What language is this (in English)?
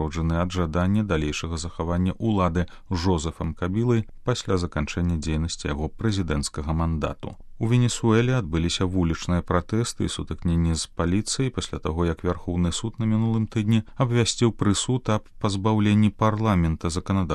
Belarusian